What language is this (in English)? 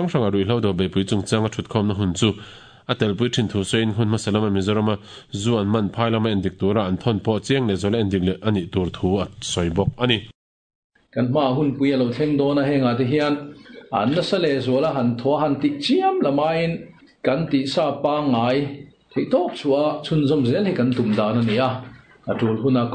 Mizo